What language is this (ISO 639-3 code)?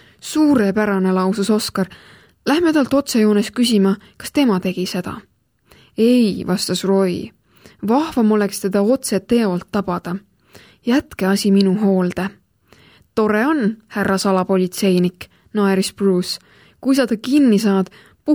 est